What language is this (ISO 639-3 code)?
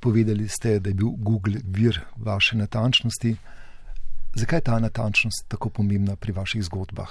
slv